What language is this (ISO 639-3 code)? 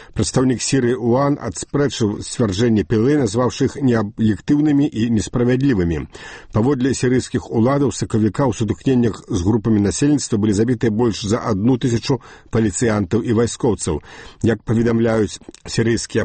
bel